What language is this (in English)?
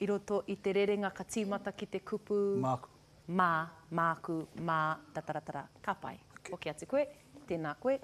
Māori